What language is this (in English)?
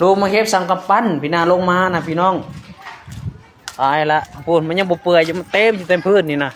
Lao